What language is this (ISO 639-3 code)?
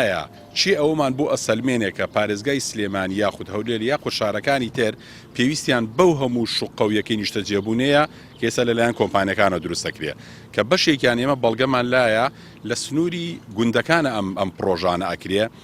ckb